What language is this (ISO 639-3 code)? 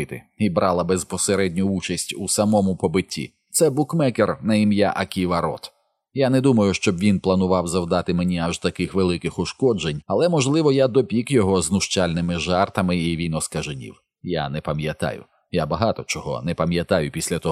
ukr